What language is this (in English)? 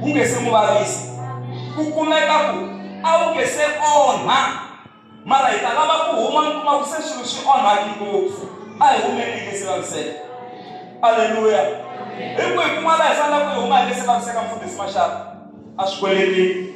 Tsonga